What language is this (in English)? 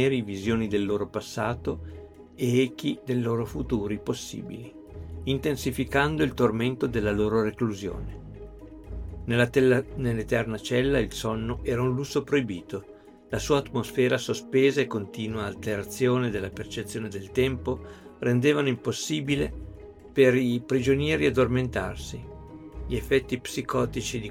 Italian